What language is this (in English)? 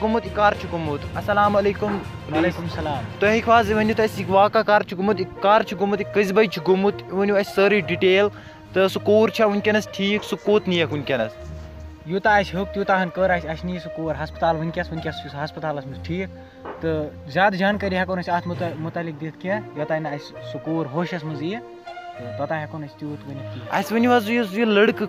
Kashmiri